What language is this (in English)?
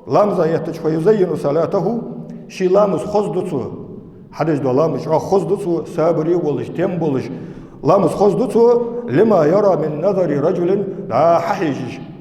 Ingush